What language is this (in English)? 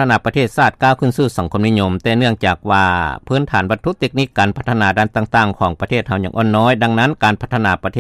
Lao